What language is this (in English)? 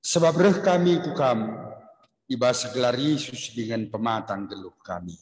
Batak Karo